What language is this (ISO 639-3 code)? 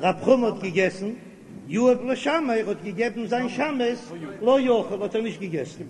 yid